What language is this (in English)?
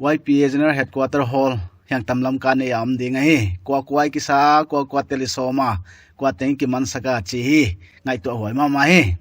Paite Chin